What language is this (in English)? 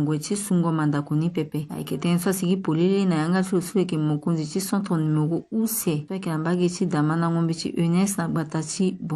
Sango